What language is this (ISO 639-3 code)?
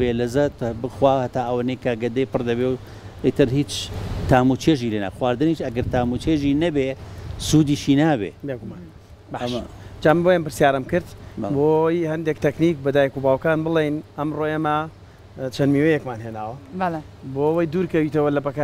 ckb